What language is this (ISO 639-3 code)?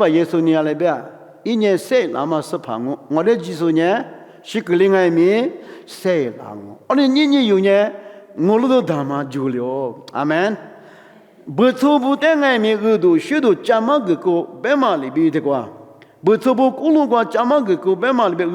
lis